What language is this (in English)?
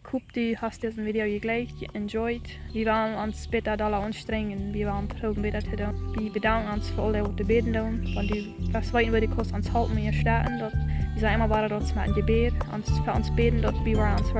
Plautdietsch